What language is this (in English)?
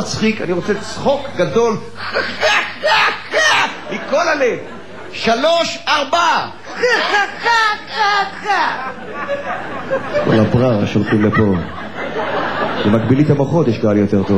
Hebrew